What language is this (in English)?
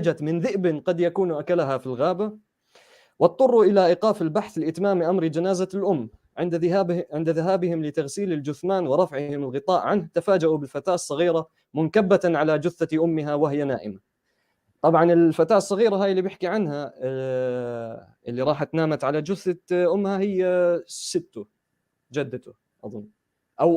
North Levantine Arabic